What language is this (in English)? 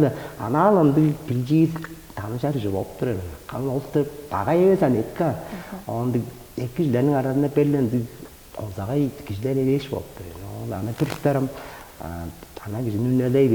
Tuvinian